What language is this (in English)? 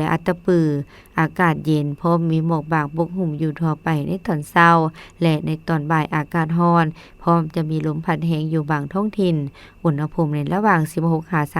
Lao